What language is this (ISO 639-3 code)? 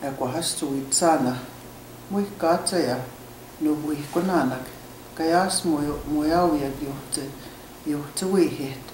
cre